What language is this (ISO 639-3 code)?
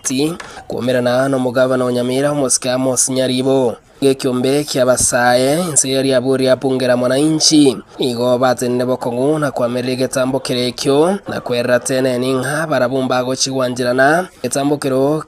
guz